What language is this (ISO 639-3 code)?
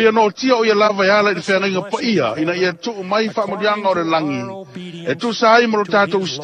smo